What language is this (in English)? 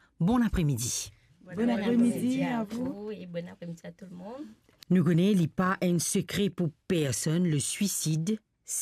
Morisyen